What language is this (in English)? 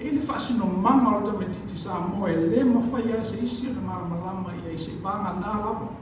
Samoan